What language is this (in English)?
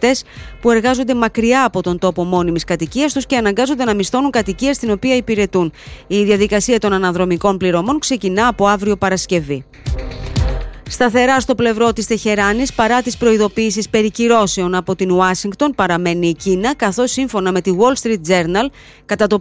Greek